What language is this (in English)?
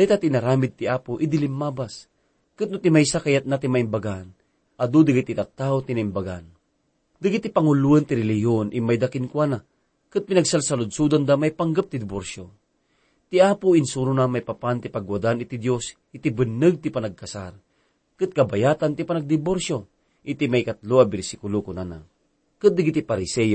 Iloko